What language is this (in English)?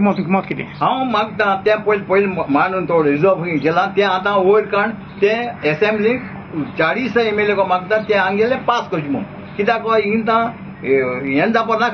Konkani